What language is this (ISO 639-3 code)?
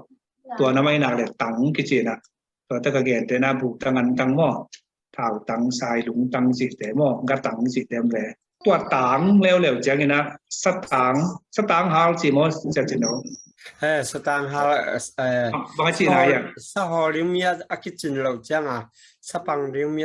ctd